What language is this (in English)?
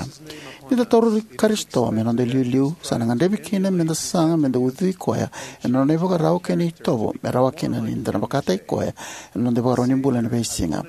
Fijian